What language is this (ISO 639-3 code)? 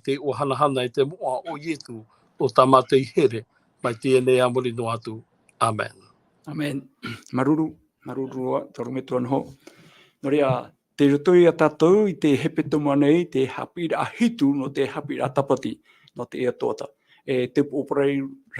tah